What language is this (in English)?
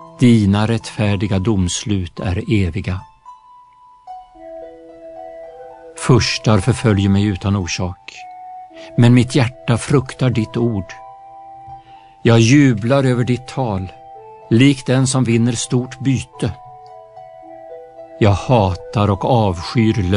Swedish